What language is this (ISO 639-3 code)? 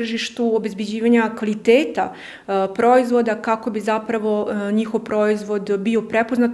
srp